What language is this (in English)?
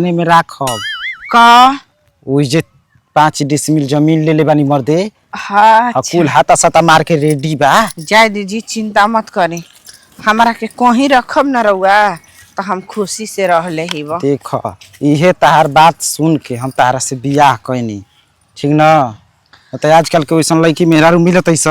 Bhojpuri